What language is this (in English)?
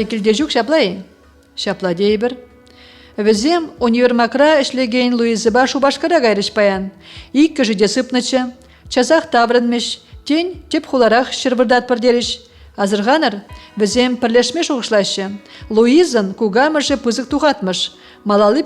Chuvash